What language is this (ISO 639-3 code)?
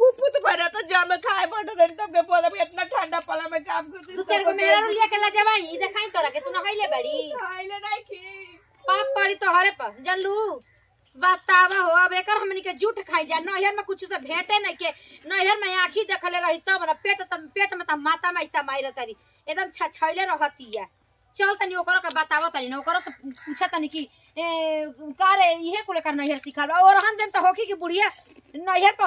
bho